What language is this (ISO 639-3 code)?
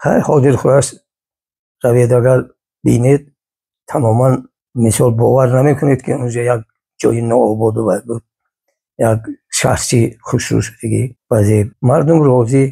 tgk